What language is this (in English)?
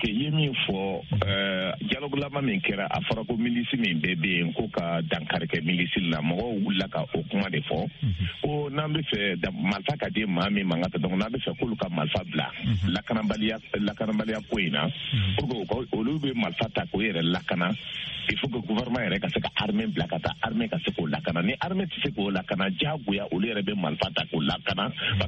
Bambara